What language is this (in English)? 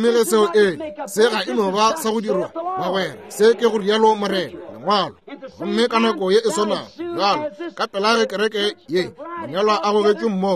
Northern Sotho